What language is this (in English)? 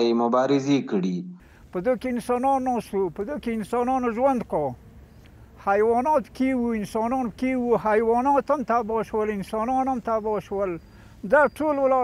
Pashto